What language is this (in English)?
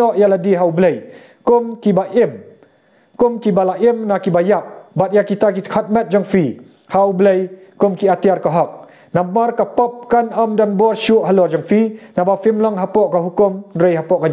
Khasi